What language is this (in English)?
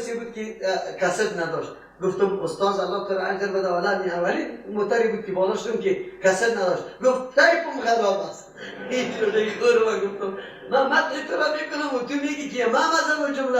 Persian